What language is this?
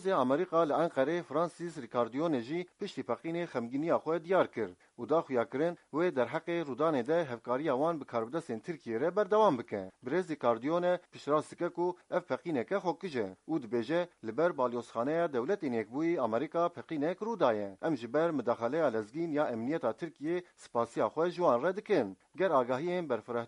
Kurdish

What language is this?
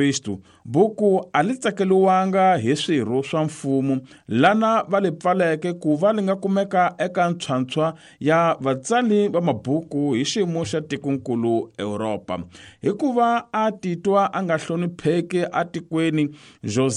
Tsonga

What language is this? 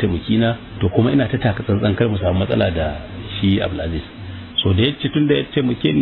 Hausa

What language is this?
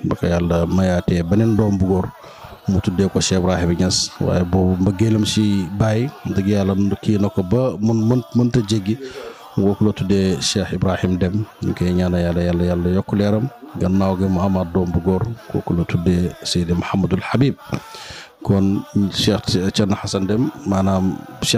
Wolof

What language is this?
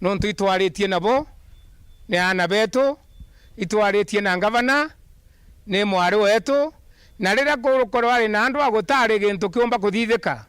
Meru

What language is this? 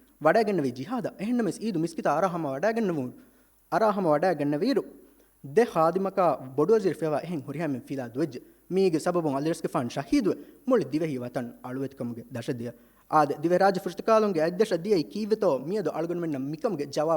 Divehi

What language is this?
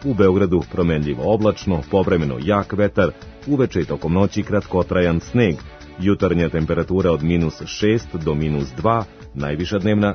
Serbian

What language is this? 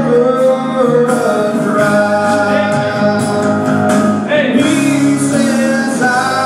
English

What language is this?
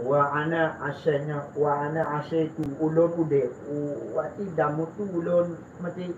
Achinese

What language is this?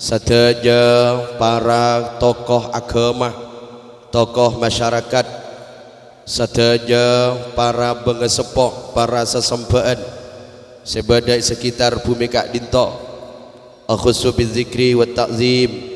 Madurese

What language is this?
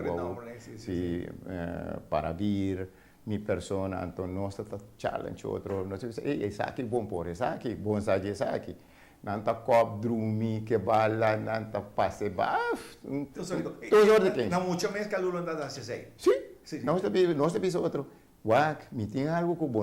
Papiamento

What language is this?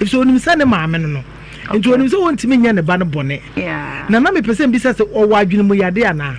Akan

